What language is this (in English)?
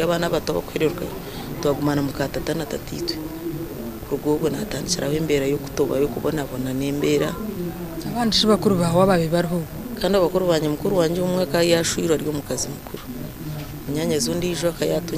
Nyankole